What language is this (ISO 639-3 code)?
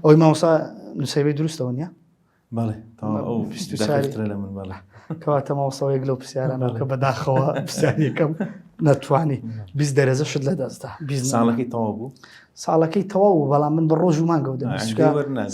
ckb